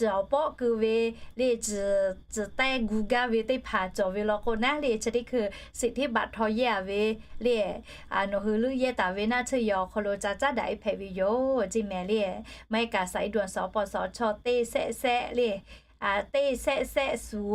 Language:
Lahu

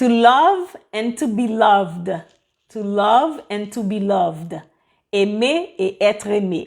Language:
Haitian Creole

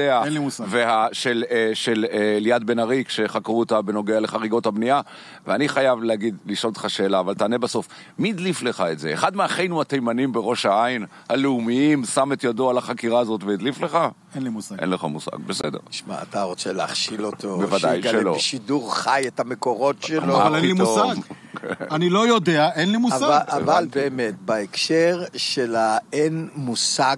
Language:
Hebrew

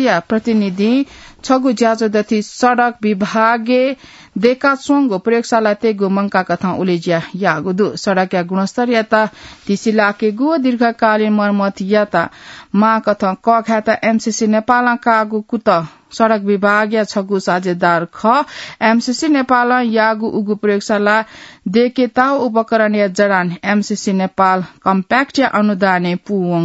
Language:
Newari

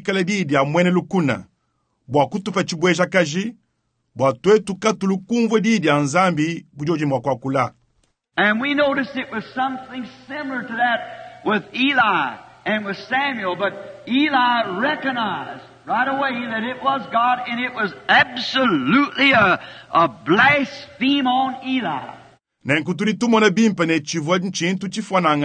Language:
Luba-Lulua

